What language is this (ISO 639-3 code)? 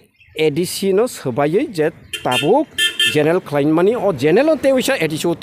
trp